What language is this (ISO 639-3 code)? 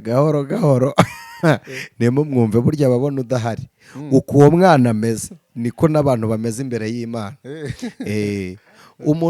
kin